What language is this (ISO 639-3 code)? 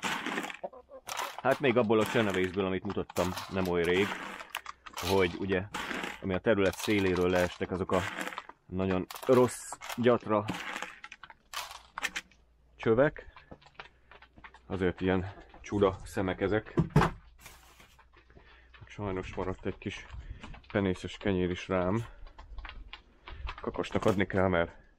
hun